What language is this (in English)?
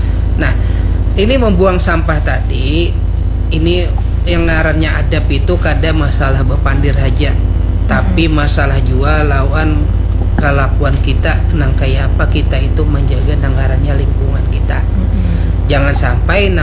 Banjar